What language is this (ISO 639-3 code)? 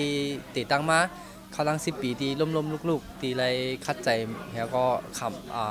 shn